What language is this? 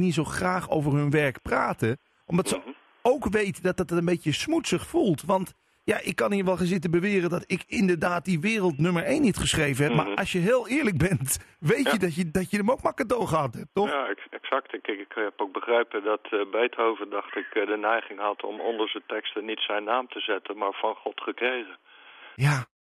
Dutch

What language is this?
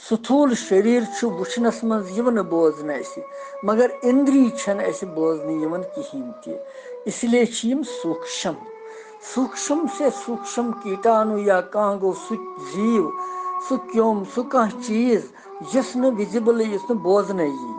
Kashmiri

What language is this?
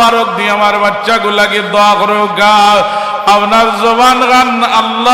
Sylheti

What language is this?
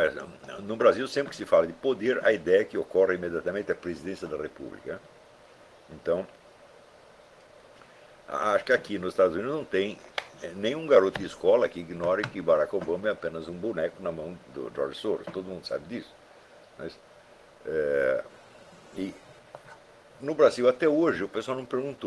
Portuguese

